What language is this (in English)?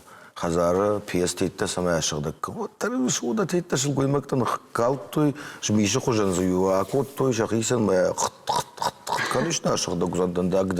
Ossetic